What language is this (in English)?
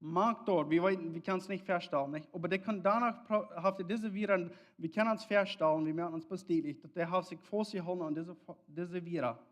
Plautdietsch